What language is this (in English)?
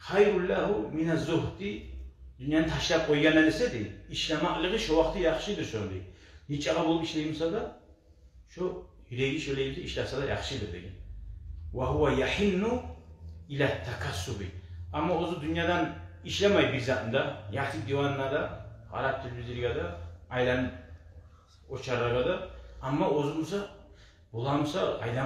Kumyk